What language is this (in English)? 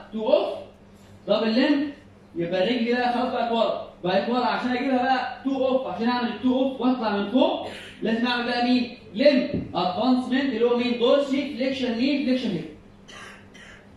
Egyptian Arabic